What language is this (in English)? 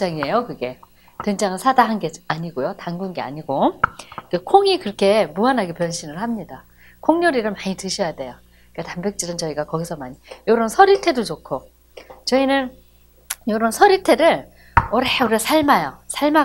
Korean